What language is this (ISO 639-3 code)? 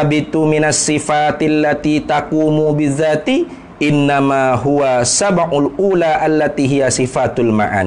msa